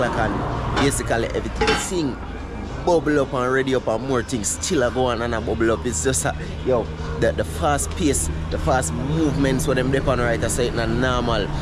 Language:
Jamaican Creole English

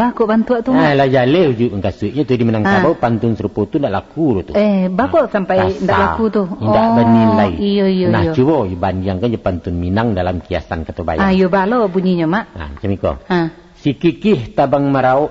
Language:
Minangkabau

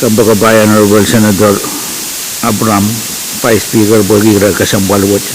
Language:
Pohnpeian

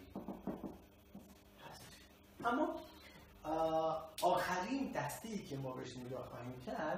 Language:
Persian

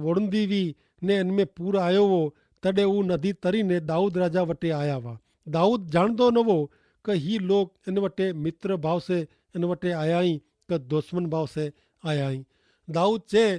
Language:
Kachhi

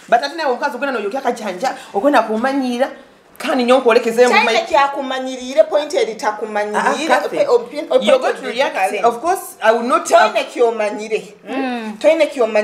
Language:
Nyoro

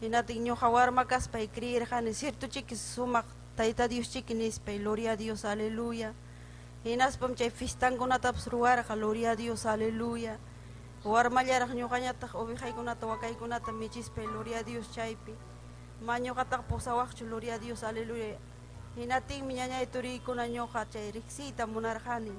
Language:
Ayacucho Quechua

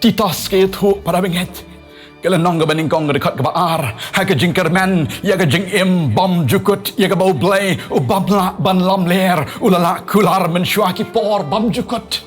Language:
Khasi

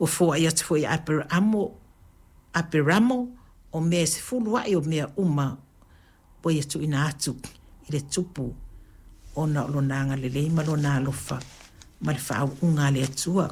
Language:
Samoan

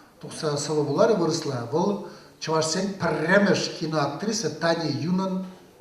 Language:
Chuvash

